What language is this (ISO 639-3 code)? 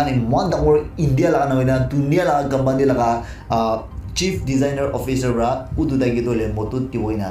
nag